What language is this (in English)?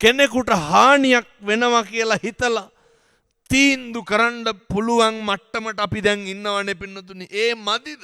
Sinhala